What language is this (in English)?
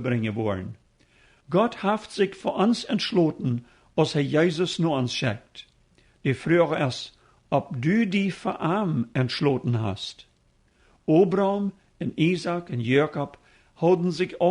Plautdietsch